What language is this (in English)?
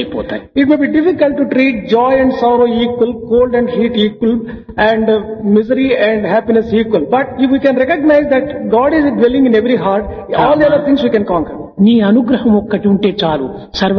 Telugu